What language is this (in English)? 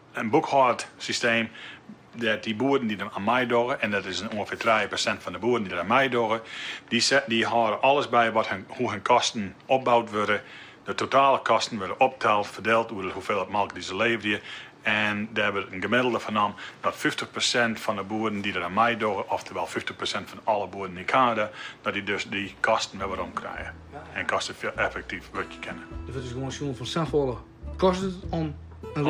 Western Frisian